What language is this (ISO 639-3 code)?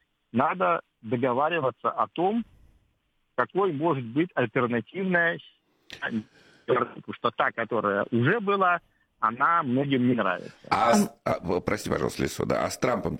rus